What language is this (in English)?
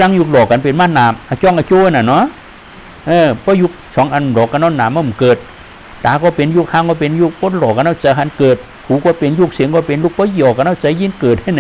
Shan